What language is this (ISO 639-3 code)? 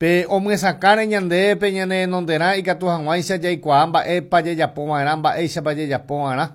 grn